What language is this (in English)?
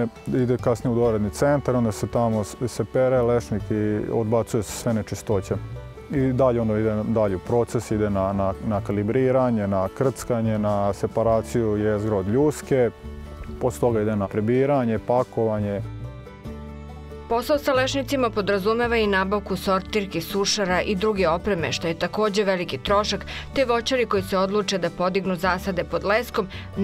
Serbian